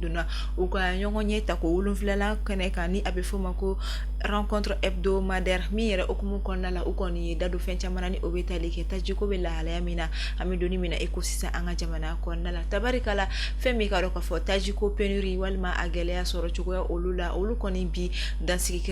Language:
Bambara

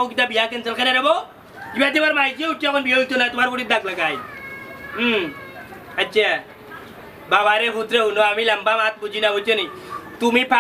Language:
Sylheti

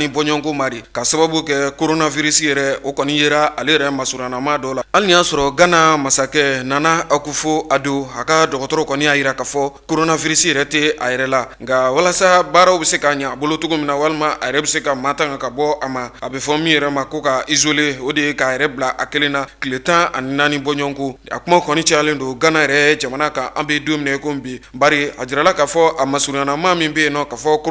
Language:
Bambara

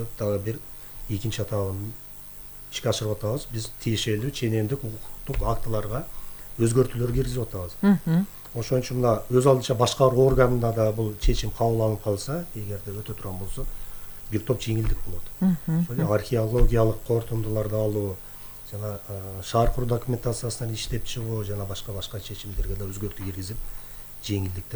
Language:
Kyrgyz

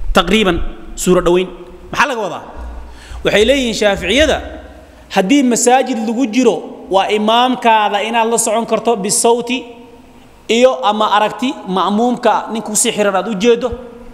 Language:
Somali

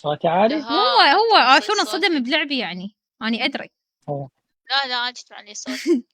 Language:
Mesopotamian Arabic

